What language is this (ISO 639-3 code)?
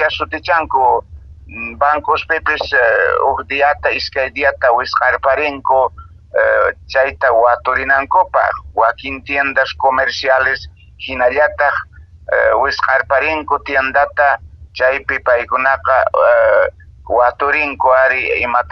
que